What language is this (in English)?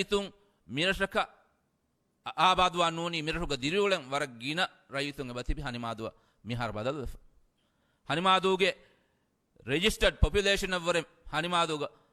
Divehi